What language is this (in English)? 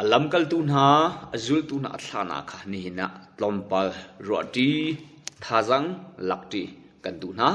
Hakha Chin